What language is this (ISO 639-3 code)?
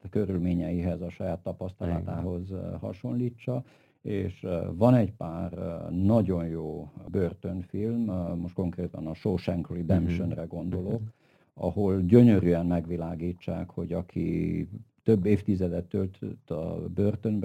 hun